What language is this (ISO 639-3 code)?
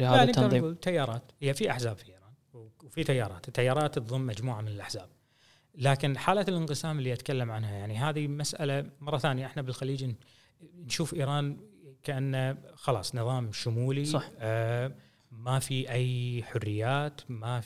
afb